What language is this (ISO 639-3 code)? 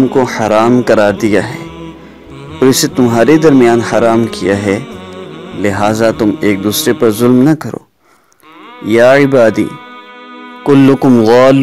urd